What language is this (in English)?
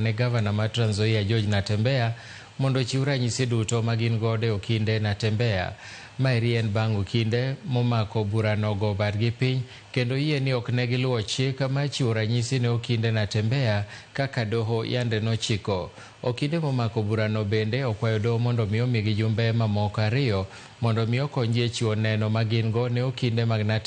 Luo (Kenya and Tanzania)